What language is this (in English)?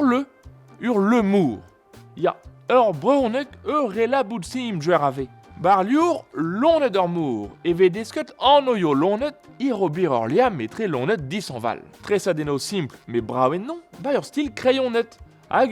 Breton